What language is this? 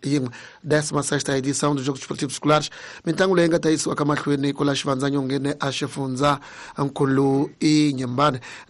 Tsonga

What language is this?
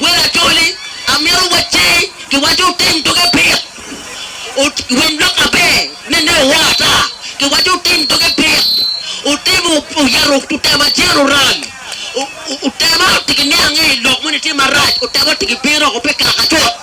Acoli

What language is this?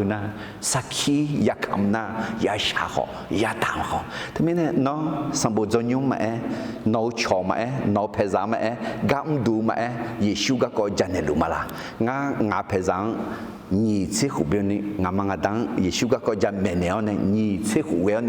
Akha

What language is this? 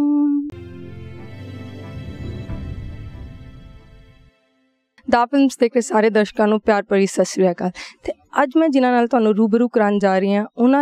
Punjabi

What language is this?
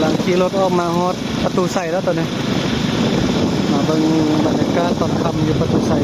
Lao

